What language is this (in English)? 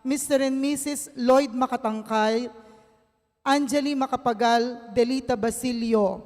Pampanga